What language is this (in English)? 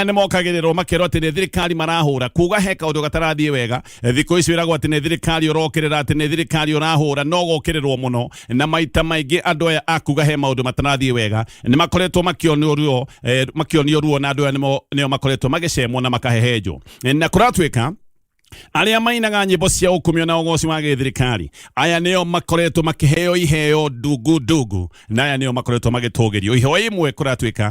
Kikuyu